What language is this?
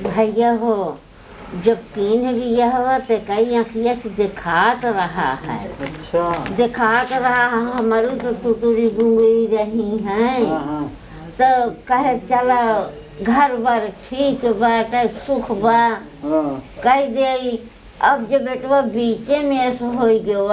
Awadhi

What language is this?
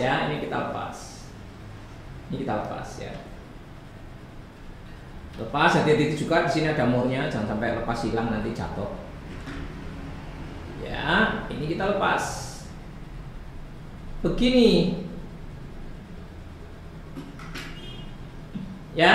Indonesian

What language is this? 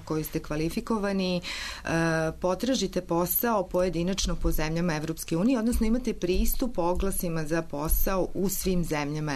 Serbian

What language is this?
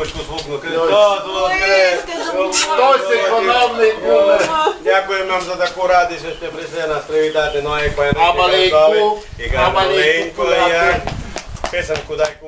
Rusyn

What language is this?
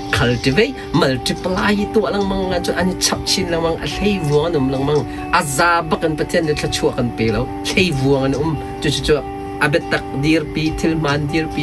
Hakha Chin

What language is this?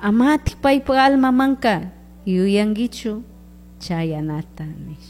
Chimborazo Highland Quichua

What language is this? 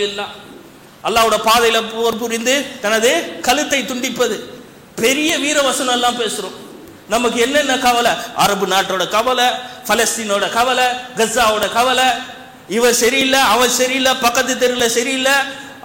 Tamil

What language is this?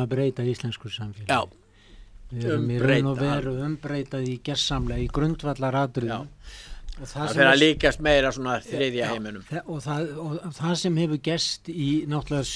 Icelandic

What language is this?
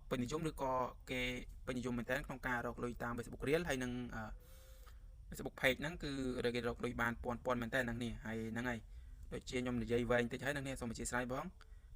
Khmer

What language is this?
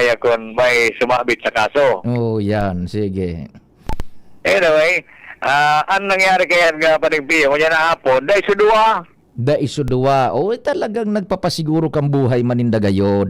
Bikol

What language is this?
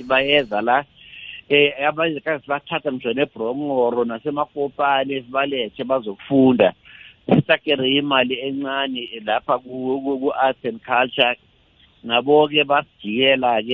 South Ndebele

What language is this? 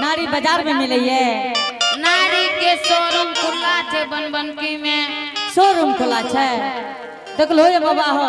Angika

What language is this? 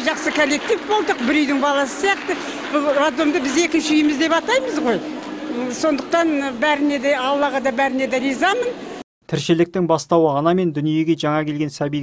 Kazakh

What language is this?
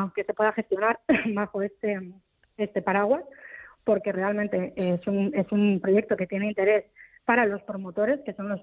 Spanish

